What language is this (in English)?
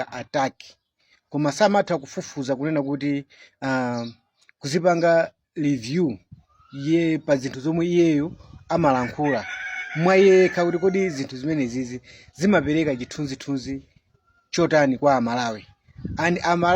Nyanja